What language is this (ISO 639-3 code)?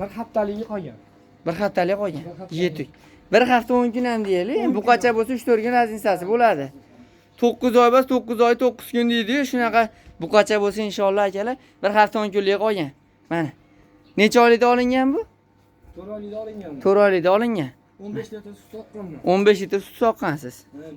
uzb